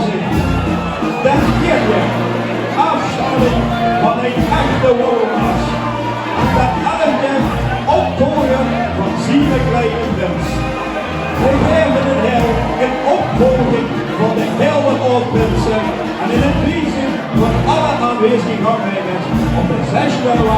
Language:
Limburgish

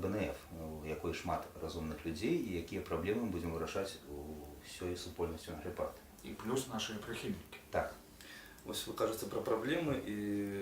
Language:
Belarusian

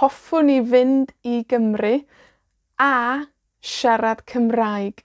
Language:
Welsh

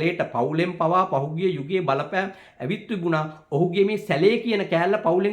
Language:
Sinhala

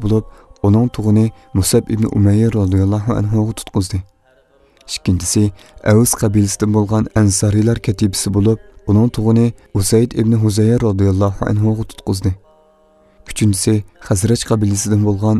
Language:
Uyghur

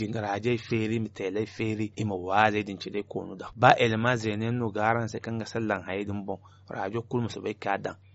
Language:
Zarma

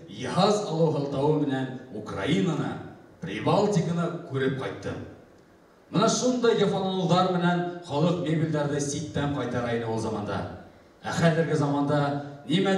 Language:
Bashkir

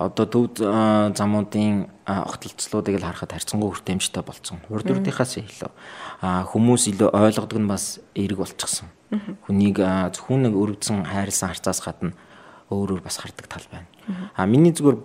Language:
Mongolian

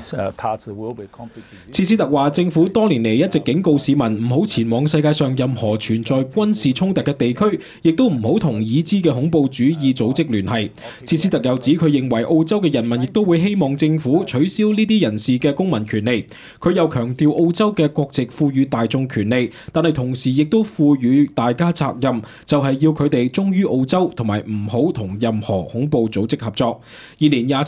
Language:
Cantonese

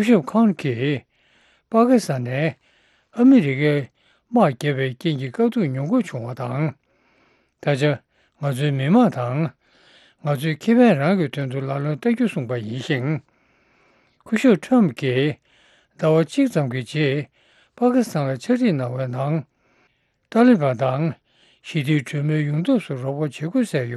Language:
Tibetan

